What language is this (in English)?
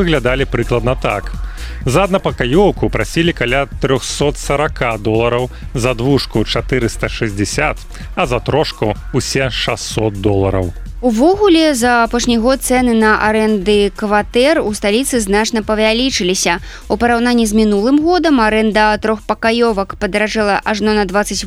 Belarusian